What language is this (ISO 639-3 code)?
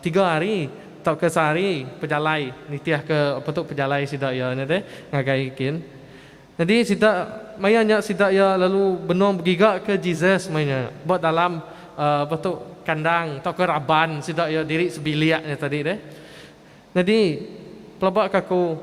iba